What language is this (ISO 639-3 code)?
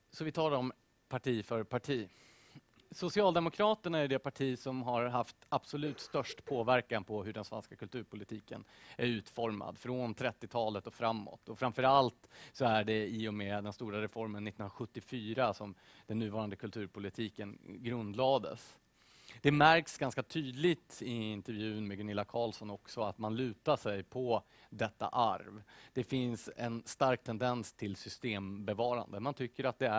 swe